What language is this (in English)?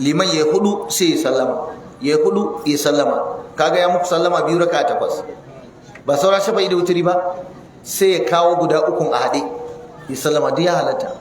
Hausa